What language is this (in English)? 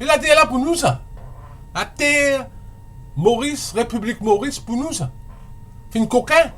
Morisyen